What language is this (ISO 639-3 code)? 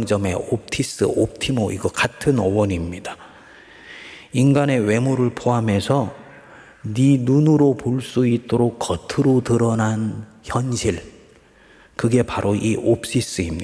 kor